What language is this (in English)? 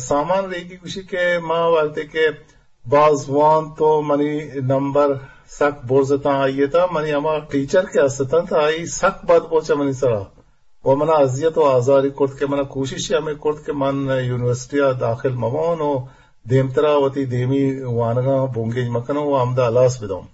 Eastern Balochi